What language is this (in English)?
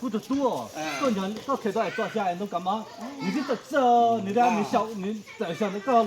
Hmong